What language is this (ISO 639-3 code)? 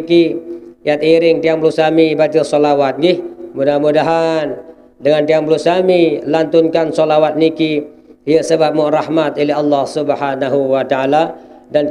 sas